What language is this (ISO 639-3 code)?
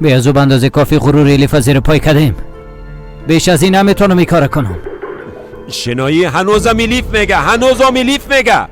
fas